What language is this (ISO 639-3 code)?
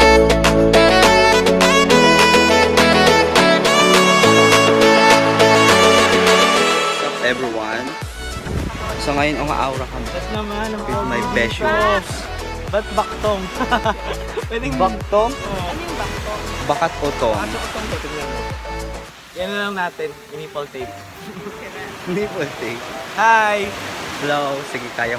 fil